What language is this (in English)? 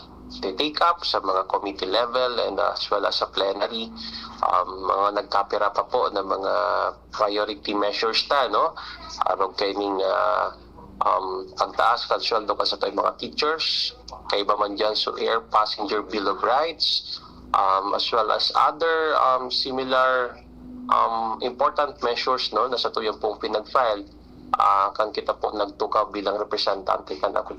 Bikol